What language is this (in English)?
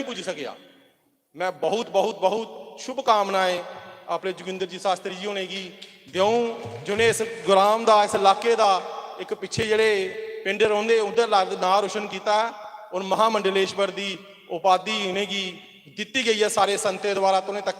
Dogri